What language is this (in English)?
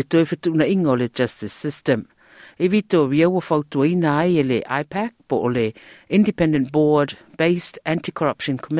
Samoan